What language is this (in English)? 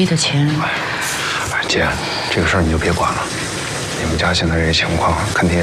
Chinese